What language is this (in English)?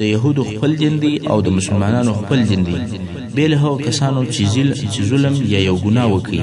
Pashto